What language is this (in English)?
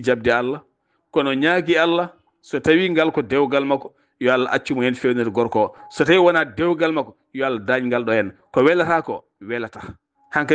Fula